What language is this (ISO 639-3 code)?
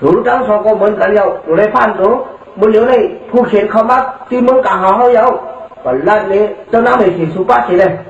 shn